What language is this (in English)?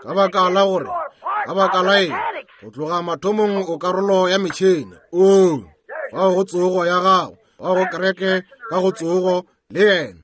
Northern Sotho